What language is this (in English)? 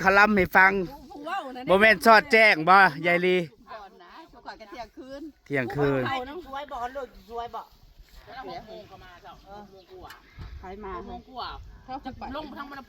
Northeastern Thai